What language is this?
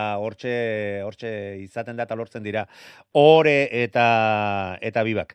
Basque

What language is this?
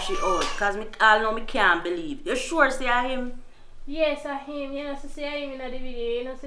Jamaican Creole English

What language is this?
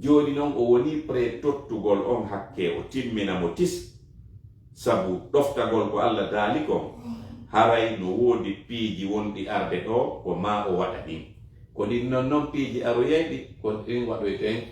Fula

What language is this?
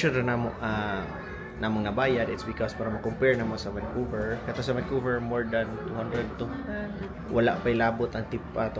Cebuano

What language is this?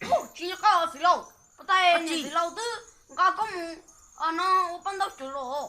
Hmong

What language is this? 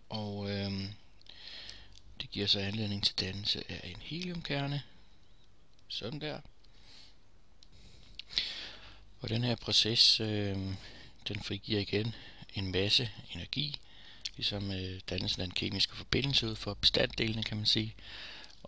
Danish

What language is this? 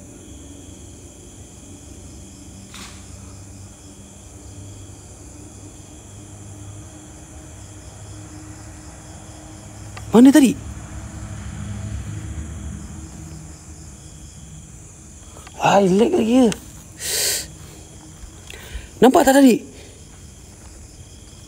Malay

